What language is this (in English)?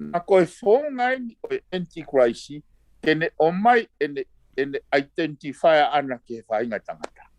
Tongan